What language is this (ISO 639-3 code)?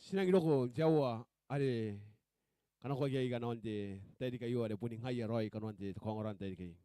gil